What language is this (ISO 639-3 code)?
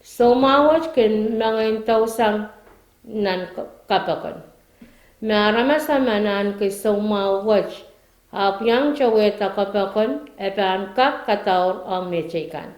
pon